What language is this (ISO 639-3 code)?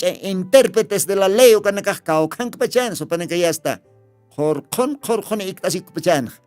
aym